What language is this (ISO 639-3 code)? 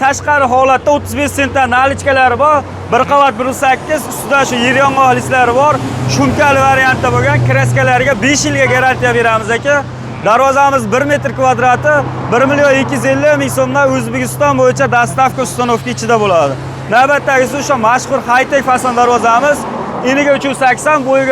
uzb